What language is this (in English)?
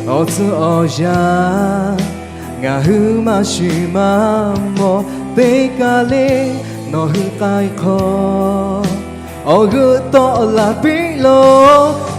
Lahu